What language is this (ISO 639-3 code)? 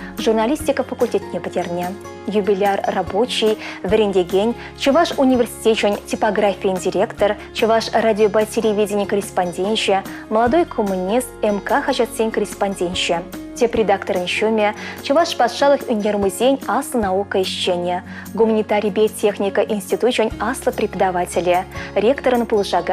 chv